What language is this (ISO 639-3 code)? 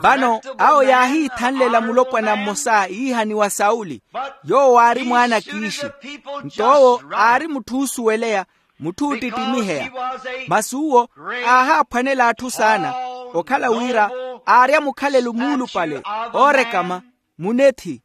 vmw